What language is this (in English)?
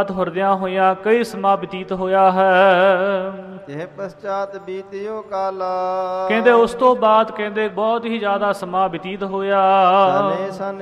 Punjabi